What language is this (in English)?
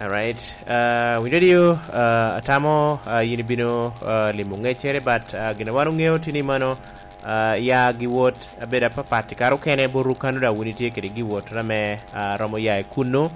Lango (Uganda)